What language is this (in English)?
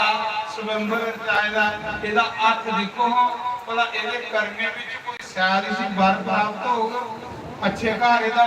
Dogri